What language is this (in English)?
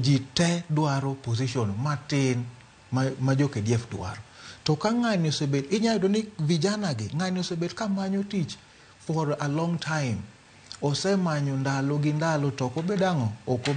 Luo (Kenya and Tanzania)